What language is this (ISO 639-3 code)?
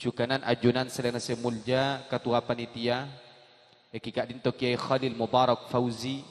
mad